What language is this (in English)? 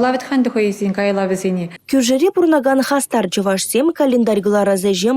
Chuvash